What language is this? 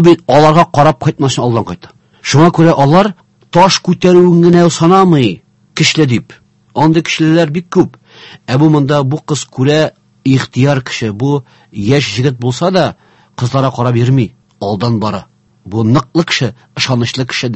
Tatar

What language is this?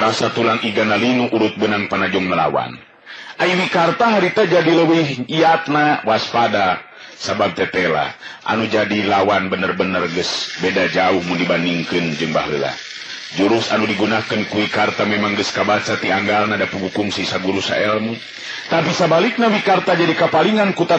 Sundanese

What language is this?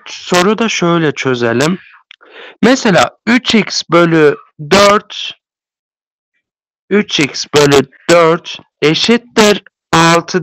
Turkish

